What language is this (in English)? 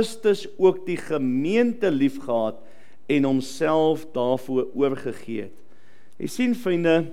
Afrikaans